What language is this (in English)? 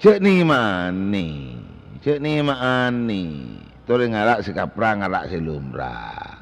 Madurese